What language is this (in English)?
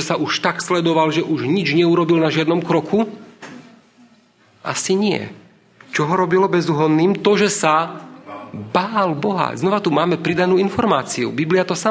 Slovak